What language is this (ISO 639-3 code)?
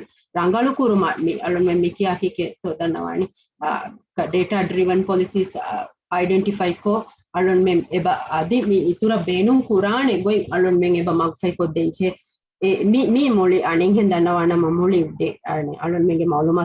div